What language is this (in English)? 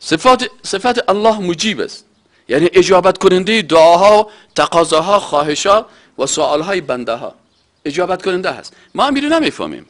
Persian